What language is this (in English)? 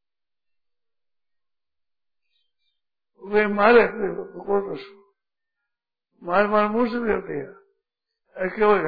Hindi